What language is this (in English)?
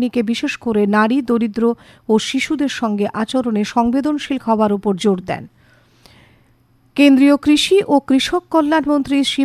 Bangla